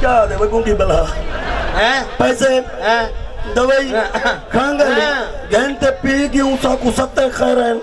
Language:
Saraiki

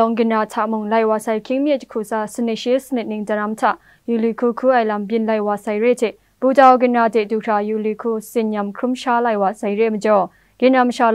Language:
Kachin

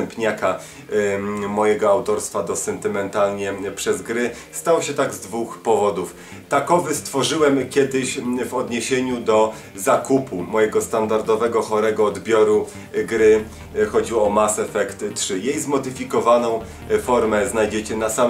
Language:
Polish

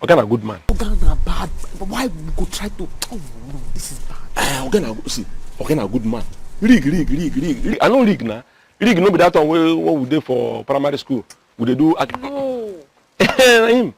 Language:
Nigerian Pidgin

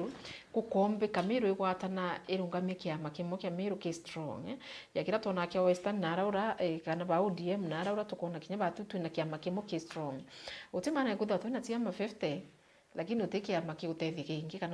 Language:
Meru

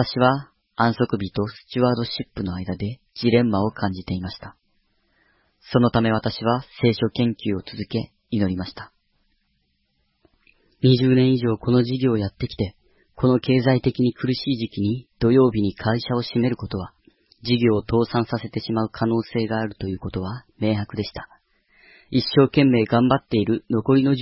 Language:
Japanese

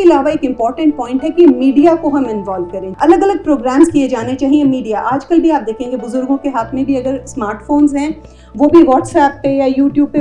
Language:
Hindi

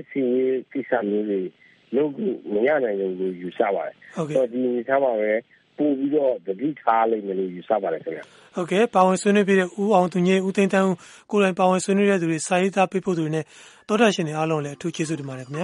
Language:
Burmese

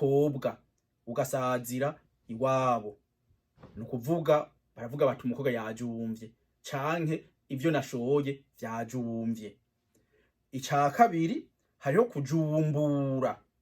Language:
Rundi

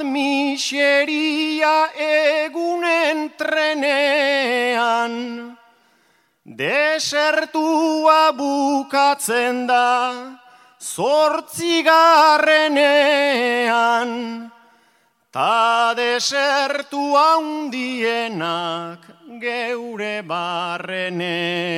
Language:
Basque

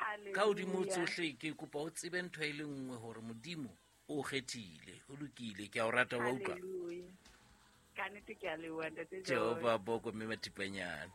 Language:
Southern Sotho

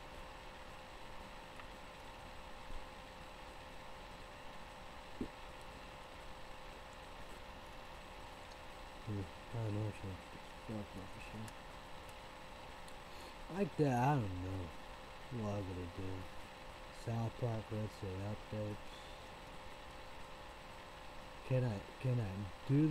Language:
English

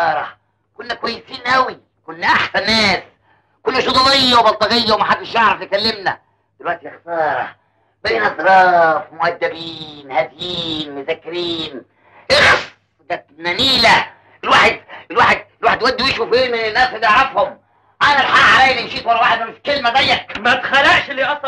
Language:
Egyptian Arabic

